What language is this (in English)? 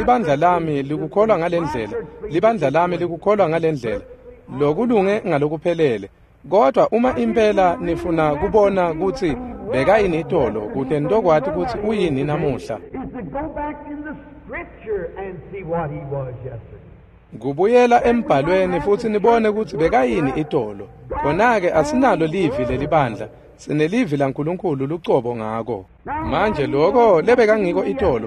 Swati